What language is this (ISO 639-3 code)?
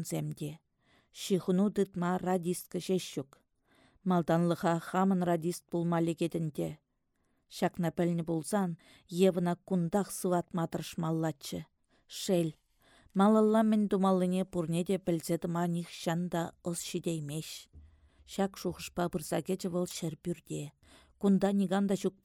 chv